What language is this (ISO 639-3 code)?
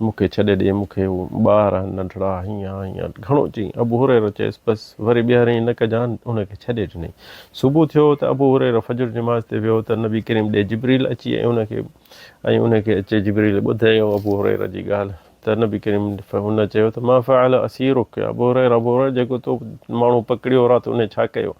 snd